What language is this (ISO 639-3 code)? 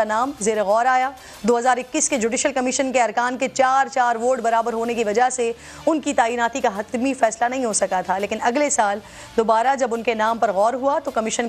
urd